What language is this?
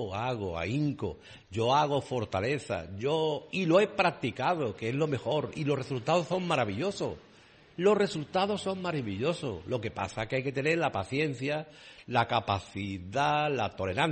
Spanish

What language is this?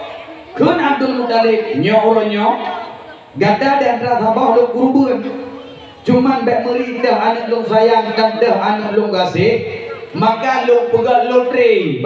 Achinese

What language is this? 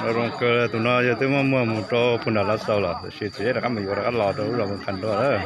Hmong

